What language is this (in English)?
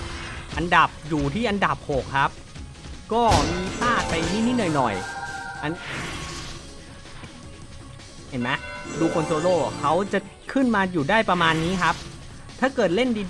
Thai